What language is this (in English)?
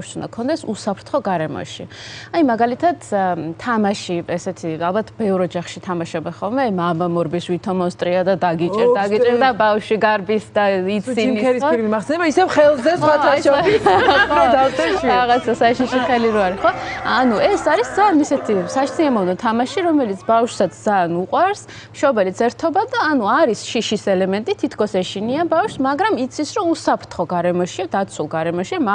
Georgian